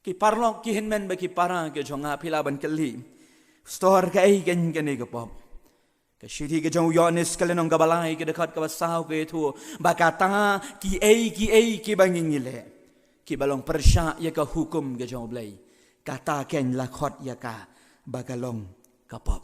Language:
Khasi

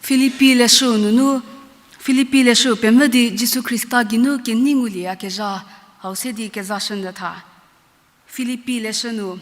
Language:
Angami Naga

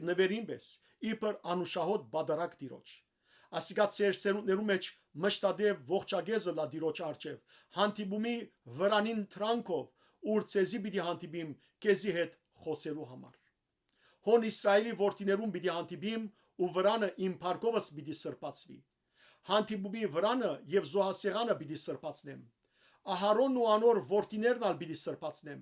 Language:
Western Armenian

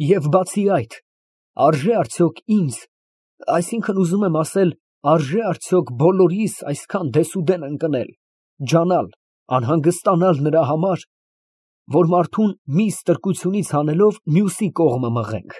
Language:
Armenian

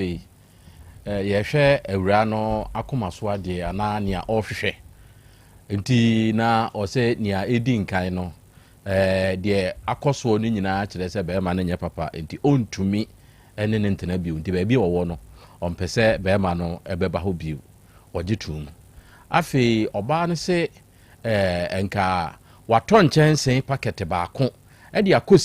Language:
Akan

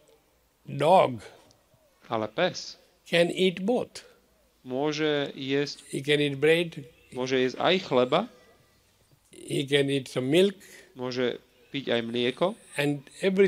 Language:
Slovak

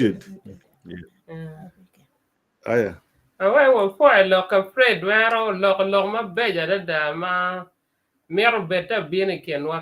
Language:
Acoli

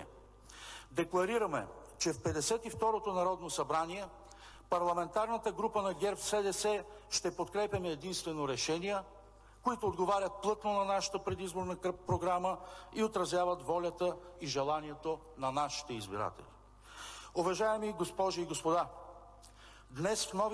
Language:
Bulgarian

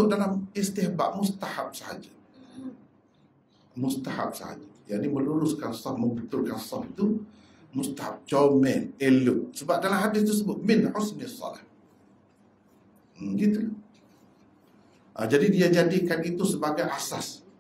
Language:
Malay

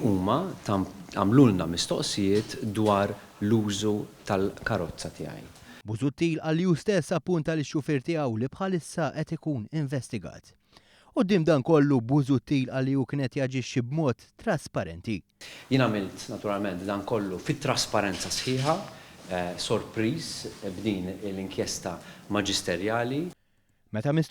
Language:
Maltese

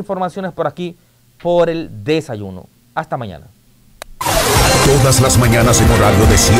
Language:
Spanish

